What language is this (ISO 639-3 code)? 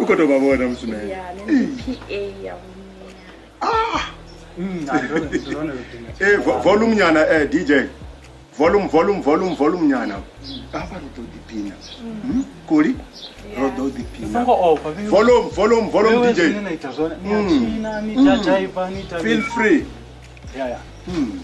ven